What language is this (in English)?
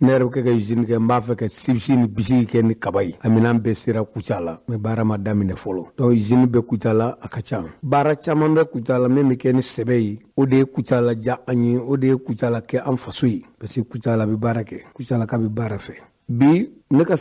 Bambara